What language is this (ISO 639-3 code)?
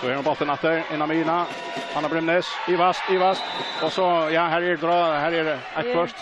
fao